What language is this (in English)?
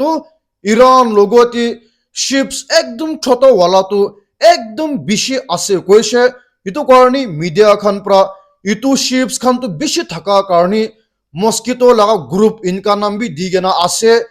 Naga Pidgin